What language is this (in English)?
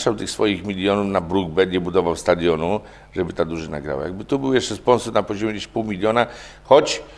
Polish